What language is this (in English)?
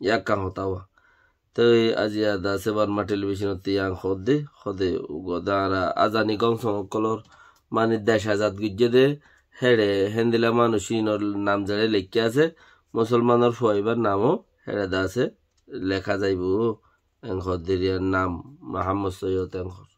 Rohingya